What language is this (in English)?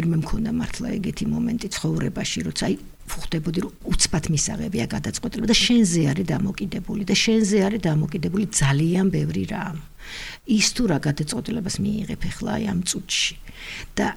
Georgian